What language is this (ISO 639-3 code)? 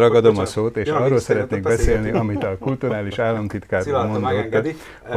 hun